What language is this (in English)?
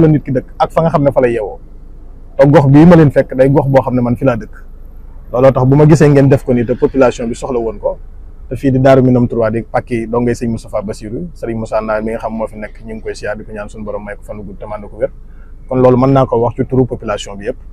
Wolof